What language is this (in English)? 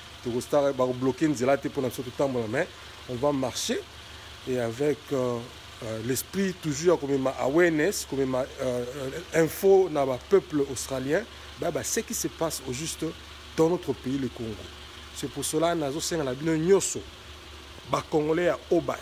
Lingala